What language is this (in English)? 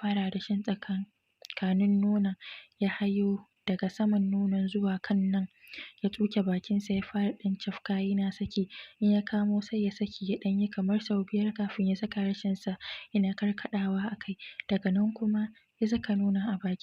Hausa